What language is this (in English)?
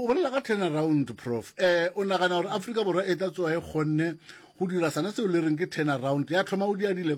Northern Sotho